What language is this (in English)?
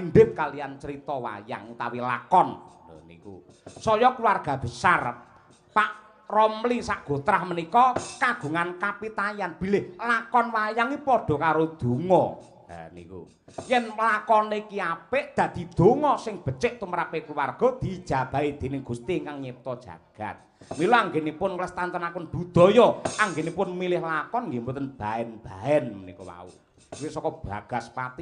Javanese